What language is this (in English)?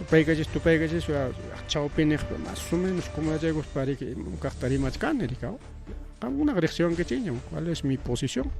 Ayacucho Quechua